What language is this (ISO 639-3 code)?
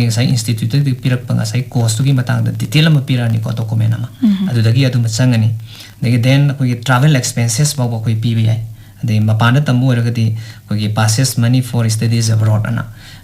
mni